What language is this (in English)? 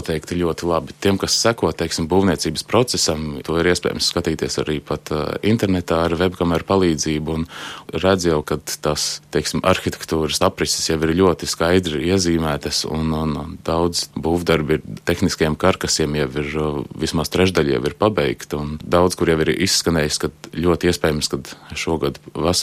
Latvian